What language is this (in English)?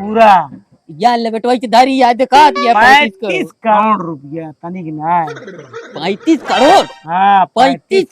Awadhi